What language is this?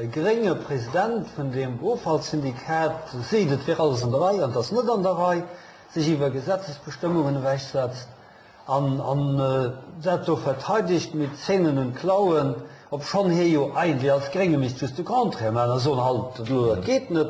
Luxembourgish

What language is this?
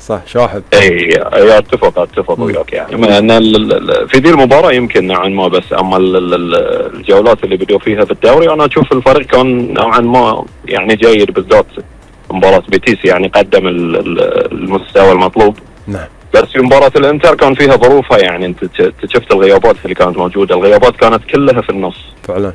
Gulf Arabic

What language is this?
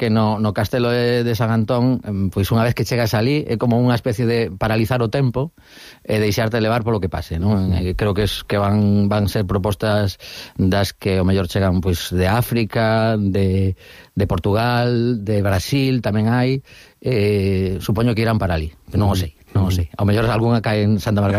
Galician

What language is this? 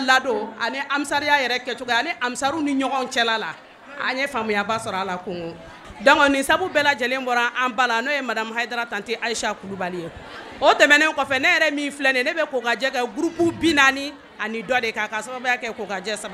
Bambara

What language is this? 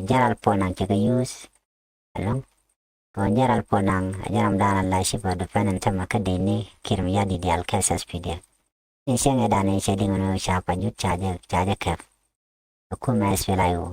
Nuer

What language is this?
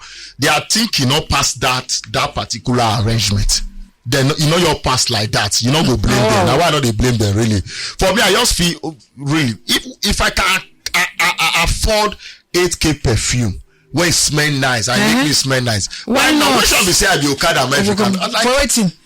Nigerian Pidgin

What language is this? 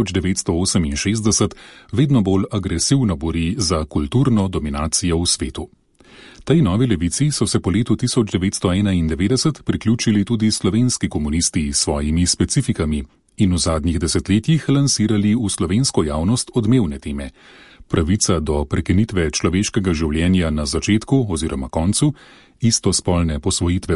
Slovenian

